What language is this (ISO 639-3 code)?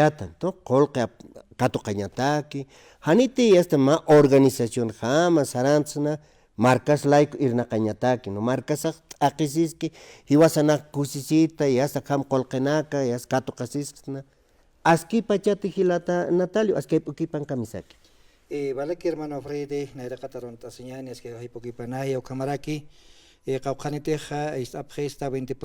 aym